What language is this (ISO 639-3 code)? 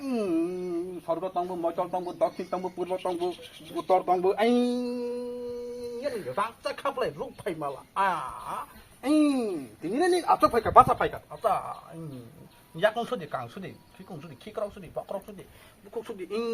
trp